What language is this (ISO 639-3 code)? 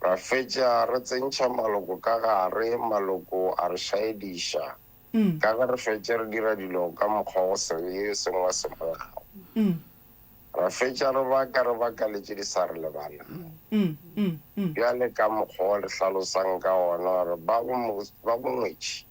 nso